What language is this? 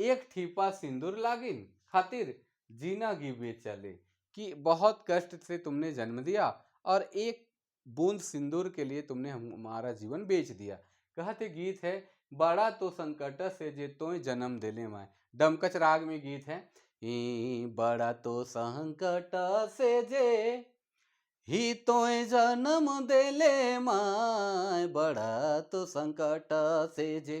Sadri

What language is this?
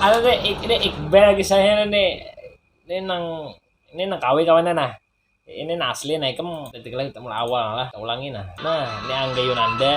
Banjar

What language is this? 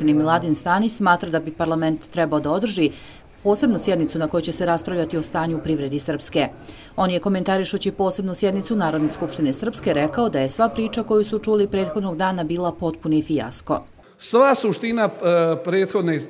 Bosnian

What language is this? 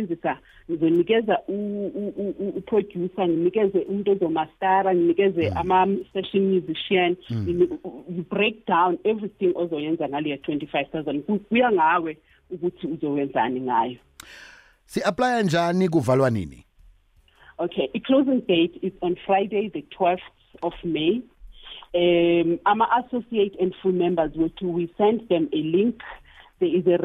South Ndebele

